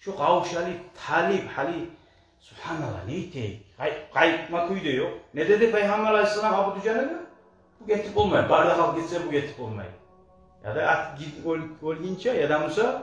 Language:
Kumyk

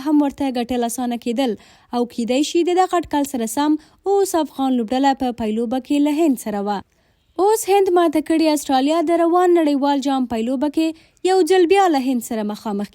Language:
Pashto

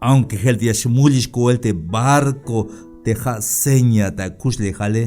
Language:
Tzeltal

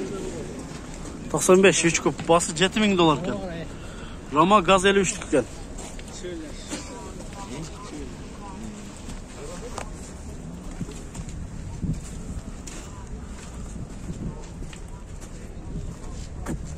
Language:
Kyrgyz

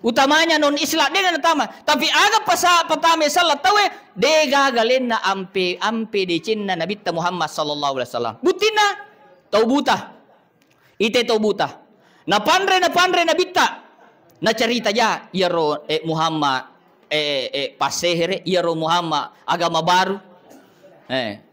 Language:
Buginese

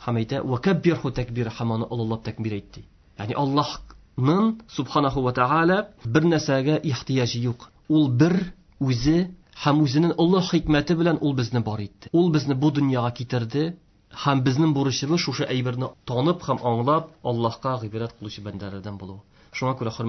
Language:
Tatar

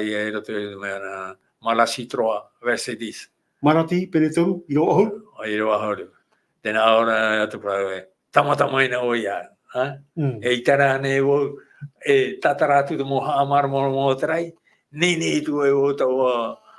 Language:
Tahitian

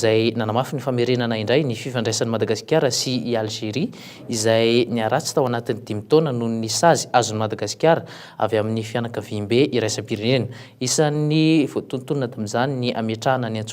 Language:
Malagasy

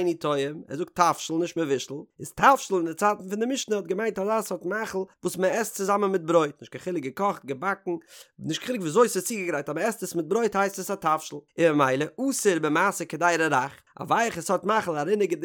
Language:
Yiddish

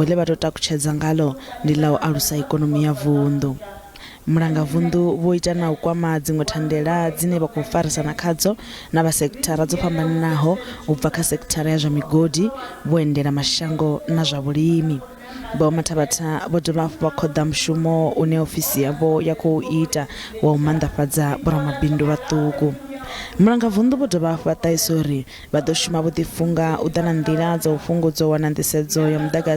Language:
Venda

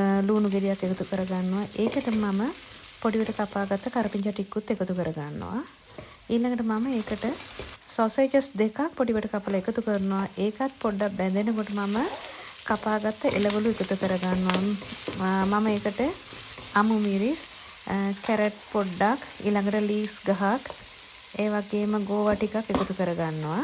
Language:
Sinhala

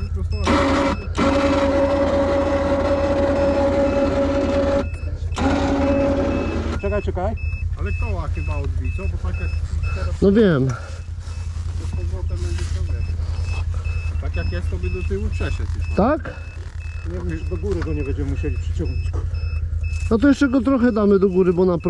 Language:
Polish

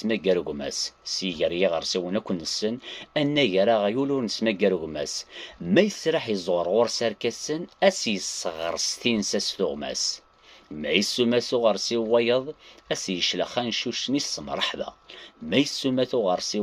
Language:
Kabyle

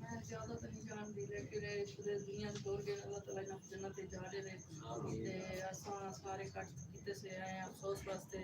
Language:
Saraiki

